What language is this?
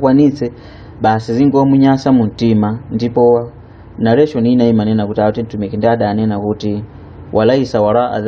Nyanja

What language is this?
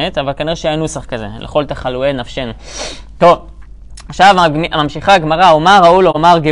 Hebrew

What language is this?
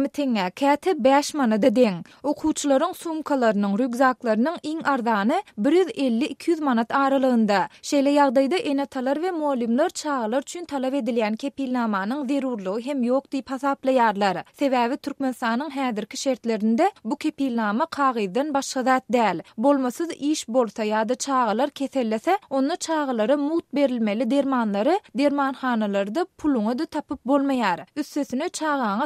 Turkmen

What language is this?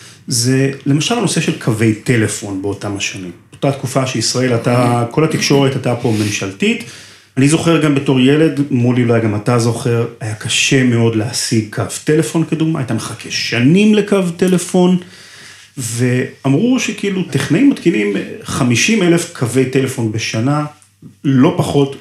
Hebrew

